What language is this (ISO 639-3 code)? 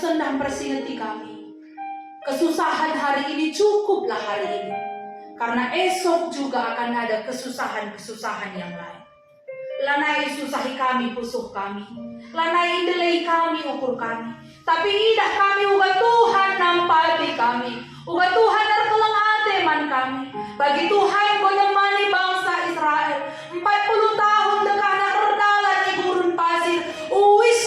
btx